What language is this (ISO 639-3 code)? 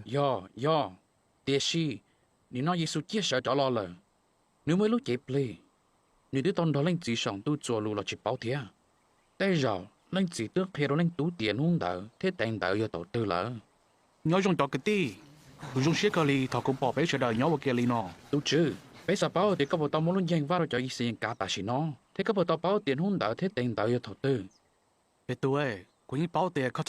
hmn